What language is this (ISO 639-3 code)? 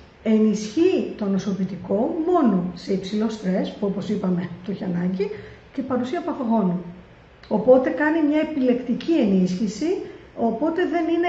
ell